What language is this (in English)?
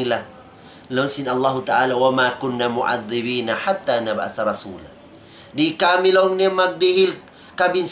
Tausug